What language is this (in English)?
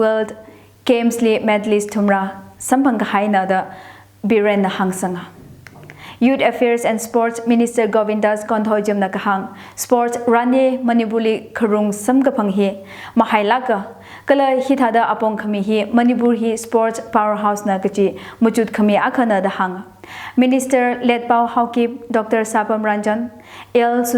Tangkhul Naga (India)